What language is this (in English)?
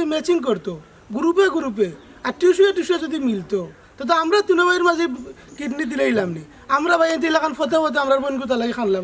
Sylheti